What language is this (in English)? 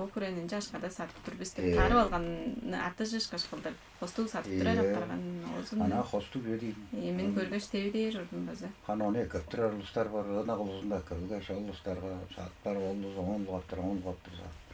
Tuvinian